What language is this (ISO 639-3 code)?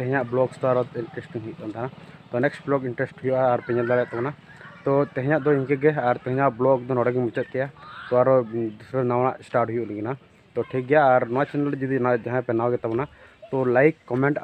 sat